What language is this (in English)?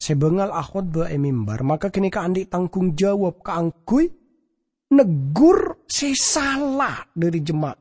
Madurese